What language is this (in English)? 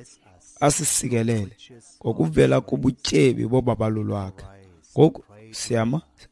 Xhosa